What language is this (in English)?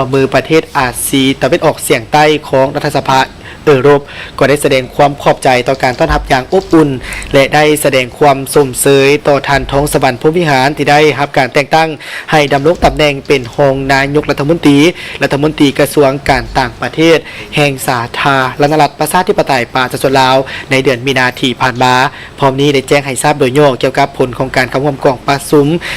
Lao